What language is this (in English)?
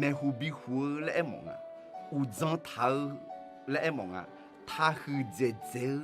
Akha